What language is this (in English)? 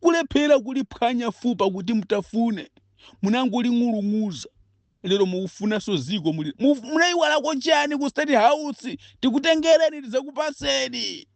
Nyanja